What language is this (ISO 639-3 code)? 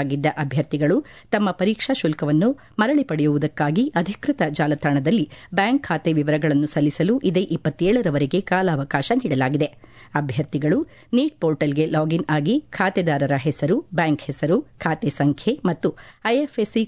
kan